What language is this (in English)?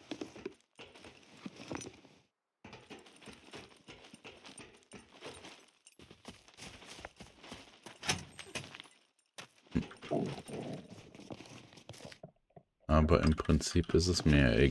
German